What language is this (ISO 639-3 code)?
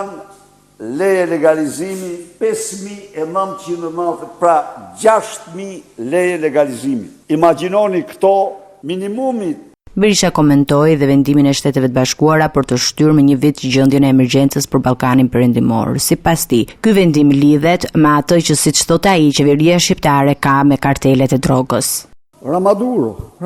sqi